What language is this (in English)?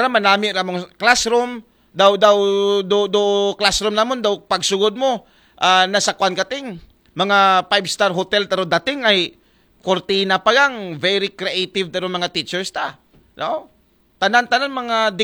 Aklanon